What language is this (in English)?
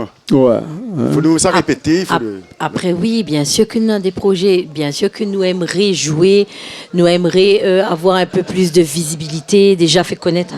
Réunion Creole French